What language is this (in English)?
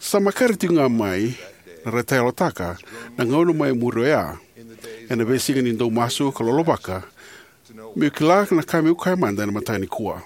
Fijian